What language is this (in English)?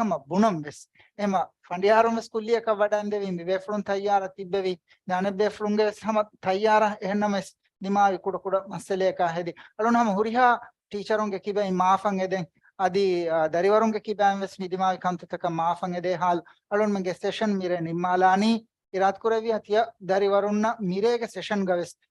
Divehi